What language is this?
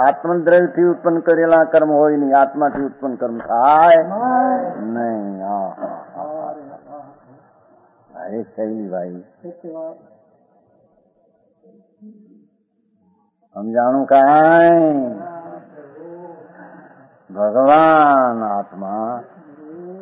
Gujarati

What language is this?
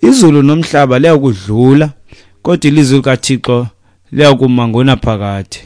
Xhosa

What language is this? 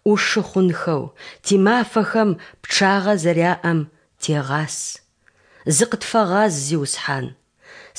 Adyghe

